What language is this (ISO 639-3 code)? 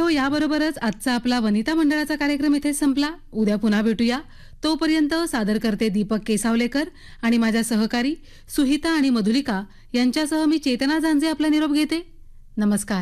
mar